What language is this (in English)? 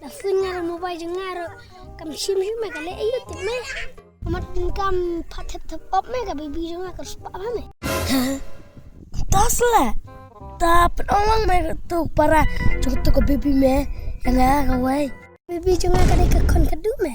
Khasi